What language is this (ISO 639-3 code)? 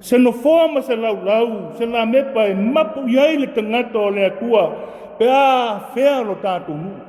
smo